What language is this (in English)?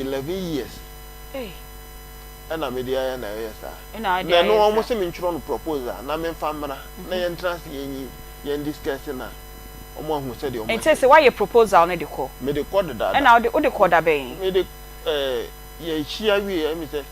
Akan